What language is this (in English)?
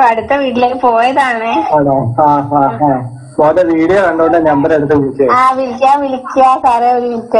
Malayalam